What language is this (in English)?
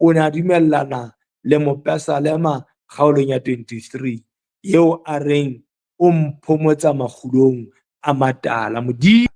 Southern Sotho